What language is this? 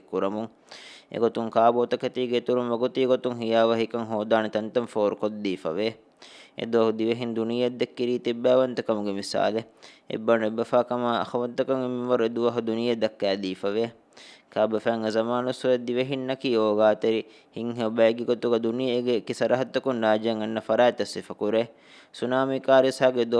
Divehi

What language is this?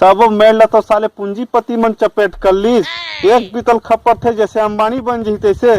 Chhattisgarhi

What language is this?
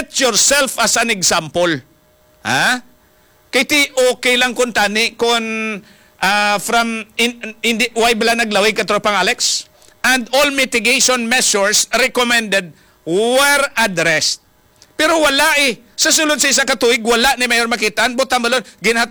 Hiligaynon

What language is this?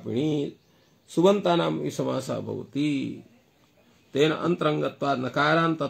Sanskrit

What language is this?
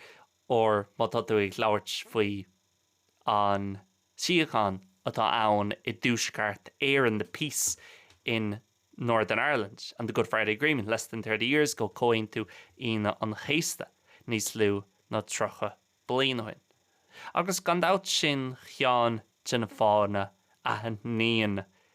Irish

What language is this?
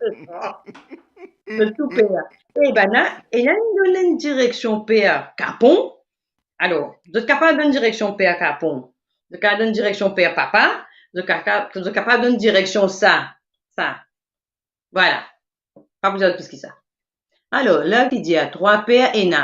Morisyen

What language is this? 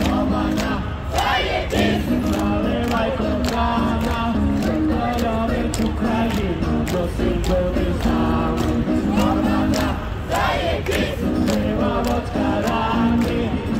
Ukrainian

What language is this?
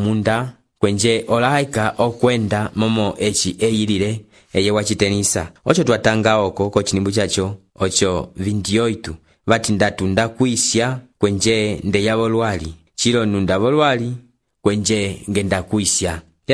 Umbundu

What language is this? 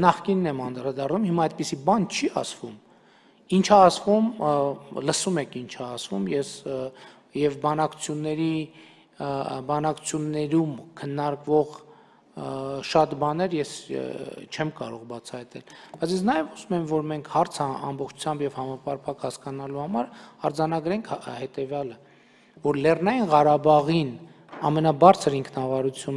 Armenian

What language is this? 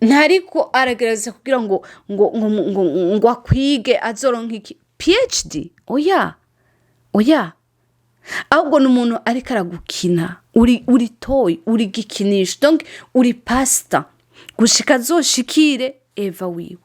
Rundi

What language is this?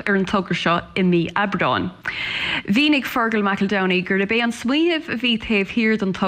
Irish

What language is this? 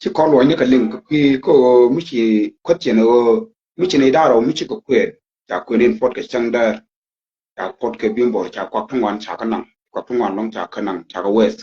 Nuer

